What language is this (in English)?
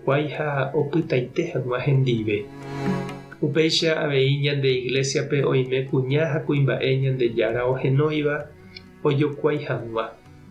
Guarani